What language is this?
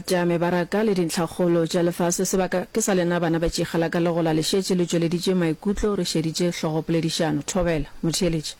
Northern Sotho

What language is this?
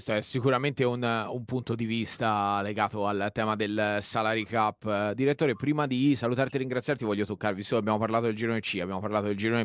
Italian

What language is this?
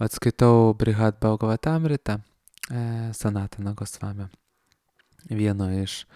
Lithuanian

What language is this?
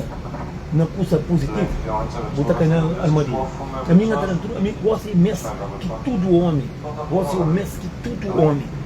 Kabuverdianu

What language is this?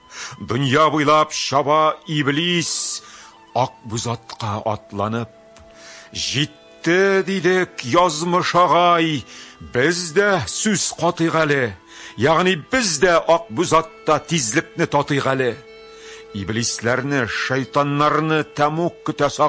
Tatar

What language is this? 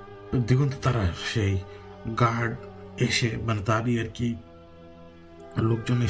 Bangla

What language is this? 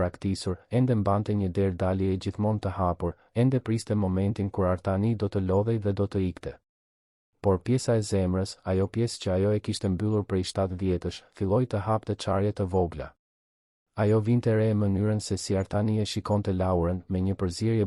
Albanian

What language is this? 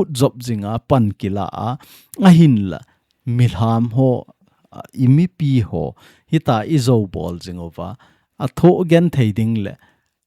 Thado Chin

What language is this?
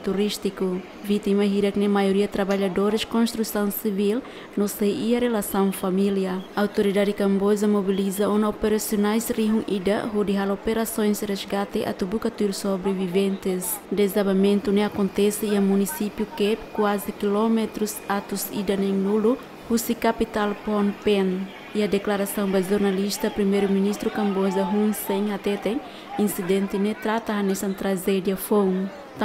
Tetum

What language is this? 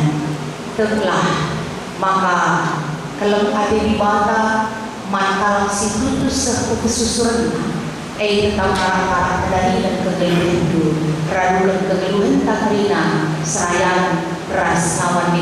Batak Karo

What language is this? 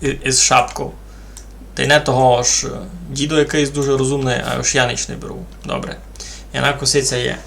Rusyn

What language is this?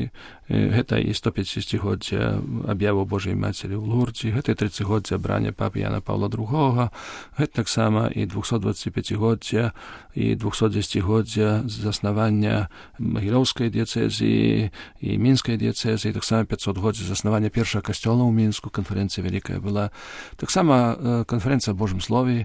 Belarusian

